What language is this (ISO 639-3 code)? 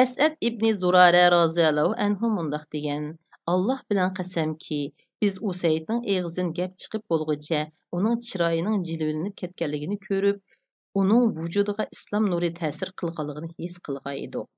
uig